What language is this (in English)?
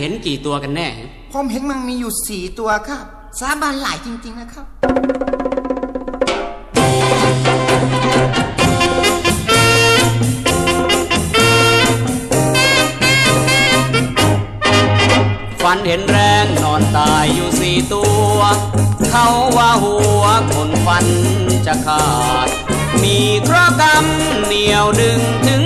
Thai